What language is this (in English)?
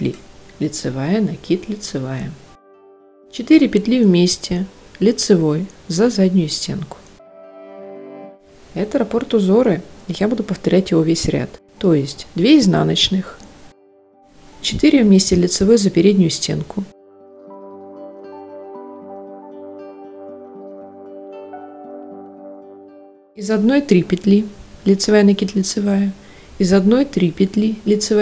Russian